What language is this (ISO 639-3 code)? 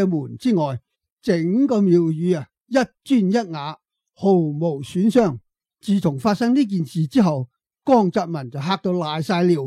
yue